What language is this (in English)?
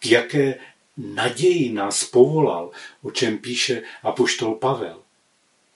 Czech